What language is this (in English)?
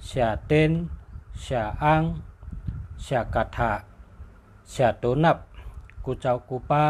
Shan